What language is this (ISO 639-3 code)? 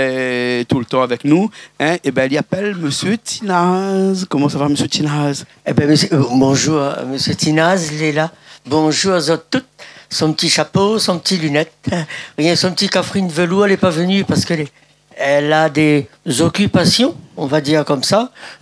rcf